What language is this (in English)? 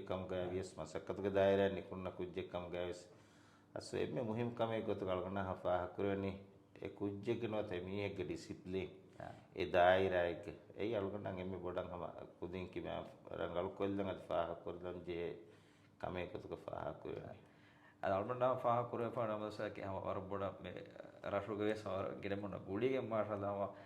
Divehi